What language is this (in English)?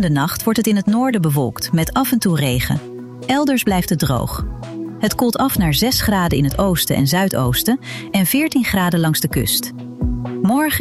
Dutch